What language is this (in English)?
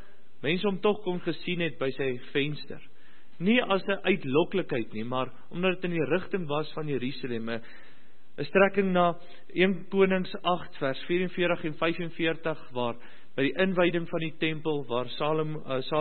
Afrikaans